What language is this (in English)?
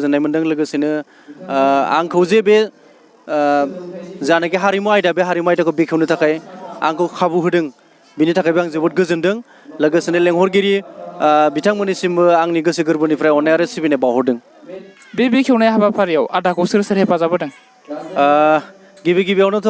Bodo